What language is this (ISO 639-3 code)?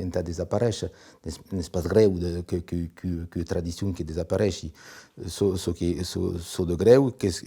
oci